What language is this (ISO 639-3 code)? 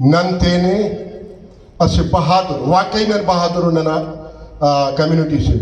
brh